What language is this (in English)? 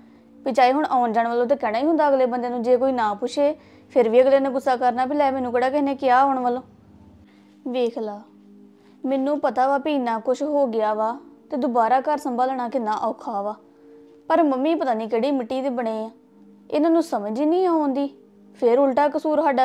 Punjabi